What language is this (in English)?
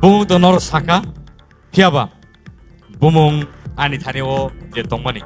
Kok Borok